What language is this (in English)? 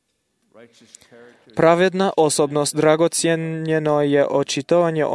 Croatian